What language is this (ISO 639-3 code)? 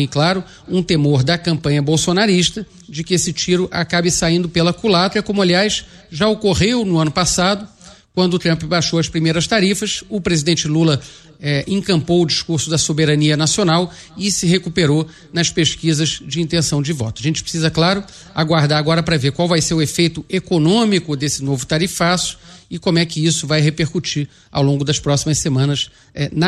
por